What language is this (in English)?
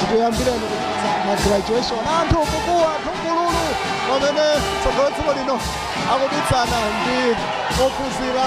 Nyanja